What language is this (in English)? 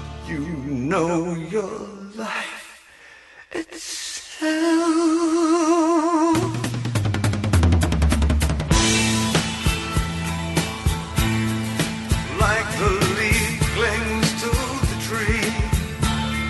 Greek